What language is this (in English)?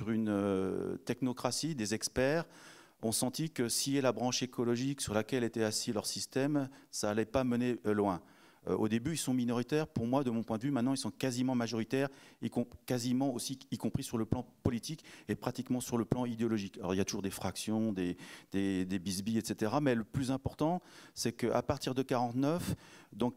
French